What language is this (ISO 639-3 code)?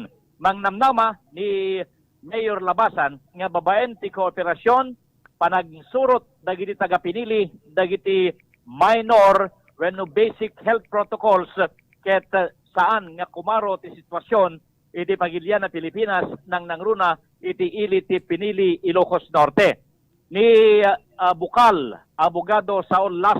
ilo